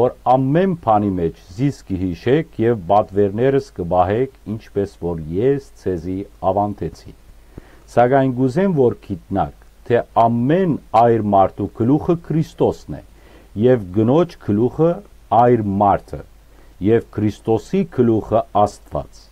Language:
Western Armenian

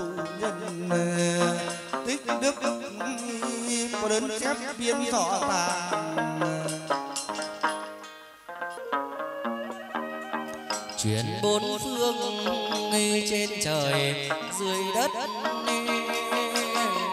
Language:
Vietnamese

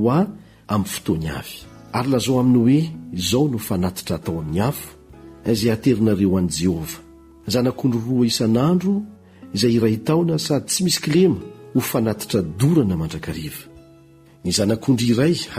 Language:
Malagasy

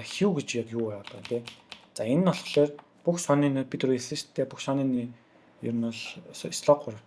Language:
Mongolian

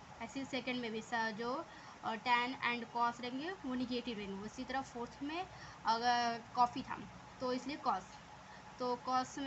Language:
Hindi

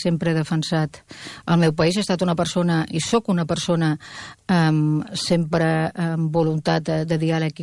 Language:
Catalan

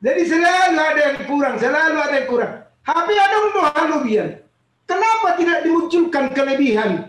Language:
Batak Toba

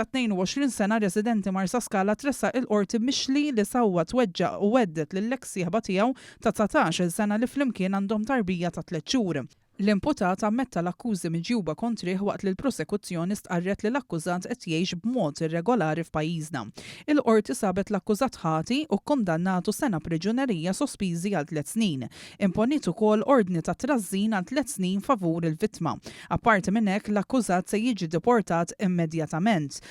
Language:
Maltese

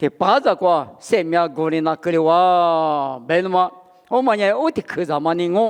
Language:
Lisu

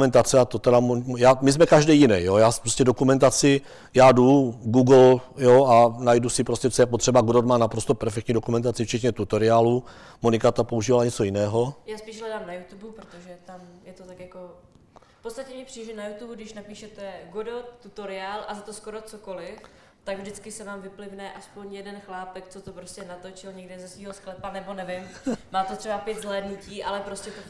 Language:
Czech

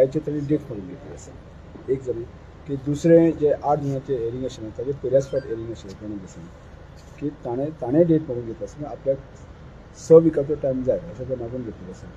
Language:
Konkani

